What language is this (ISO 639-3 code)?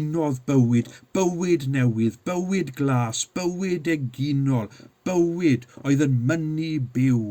cym